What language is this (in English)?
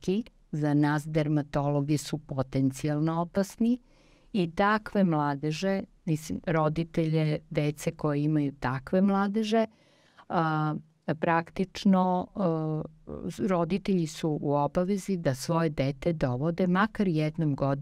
Serbian